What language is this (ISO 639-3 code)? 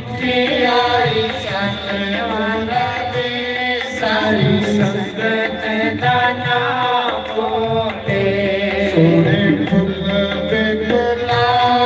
doi